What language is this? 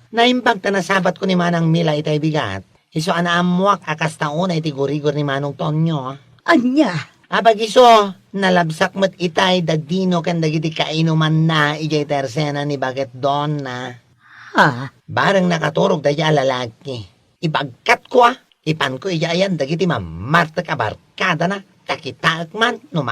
Iloko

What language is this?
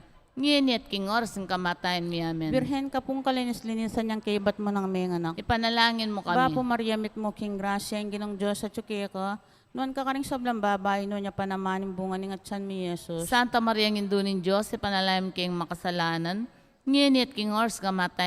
Pampanga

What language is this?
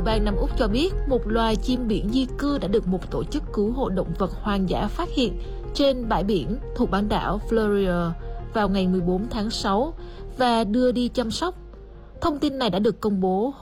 Vietnamese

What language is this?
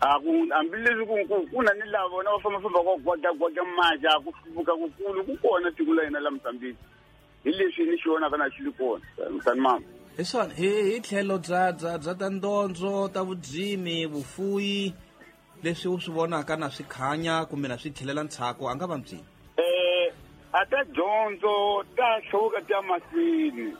Tsonga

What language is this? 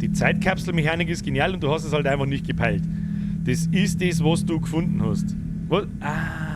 Bavarian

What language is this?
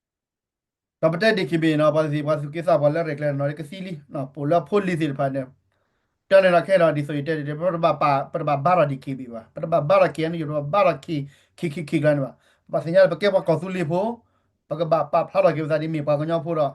S'gaw Karen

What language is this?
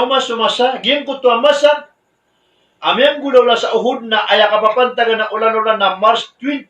Maranao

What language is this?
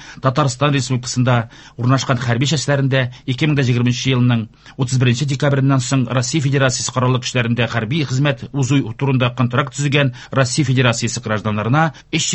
Tatar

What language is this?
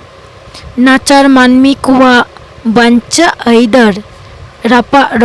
Santali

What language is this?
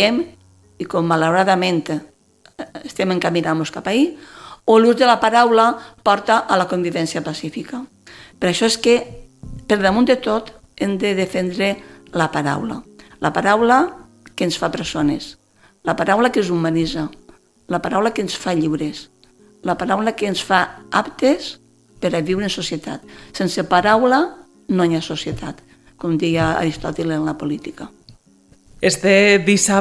Catalan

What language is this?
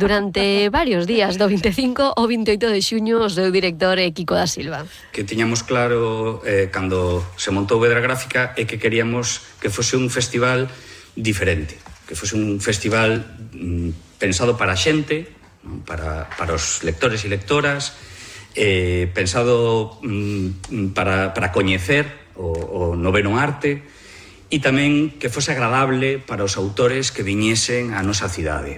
Galician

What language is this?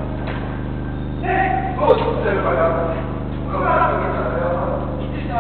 Turkish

